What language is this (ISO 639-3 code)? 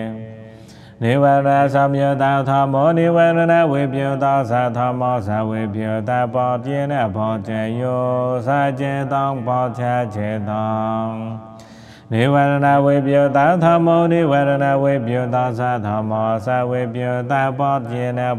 pli